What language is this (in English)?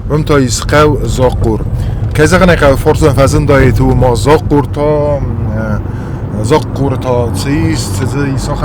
Ossetic